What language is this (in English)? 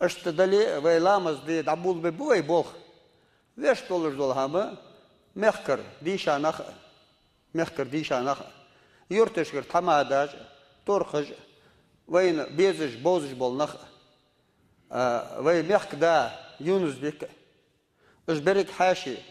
Ingush